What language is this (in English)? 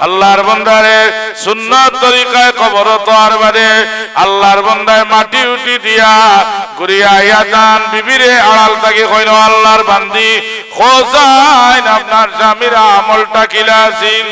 Sylheti